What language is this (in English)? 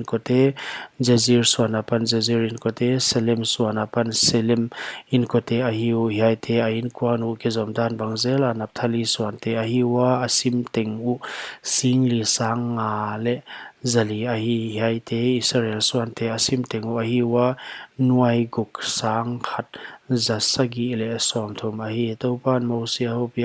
Paite Chin